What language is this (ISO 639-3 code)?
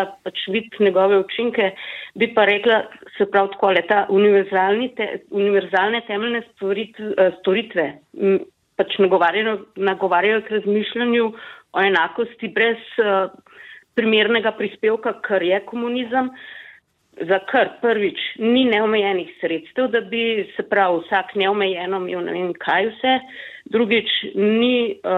slv